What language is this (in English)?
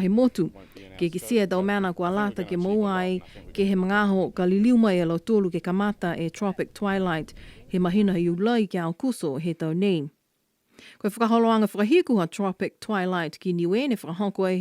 Niuean